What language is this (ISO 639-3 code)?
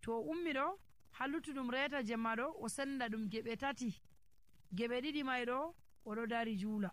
fuv